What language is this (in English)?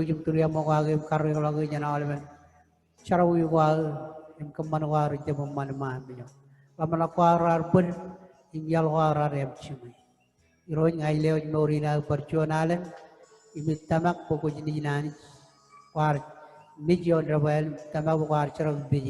Marshallese